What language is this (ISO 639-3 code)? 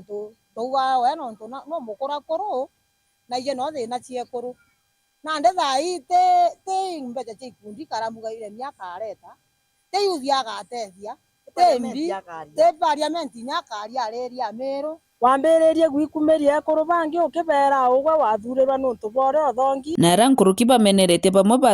mer